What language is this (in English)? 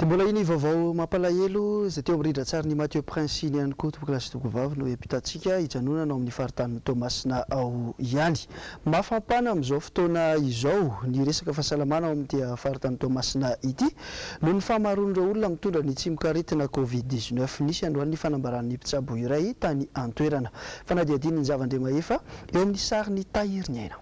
Malagasy